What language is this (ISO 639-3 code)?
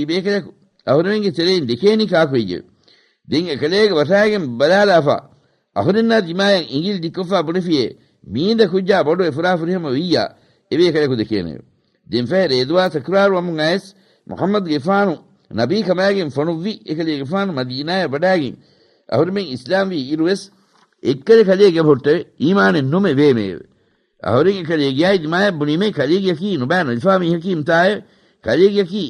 div